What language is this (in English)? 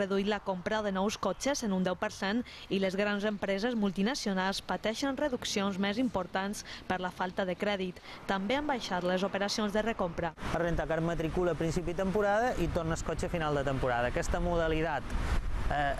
Catalan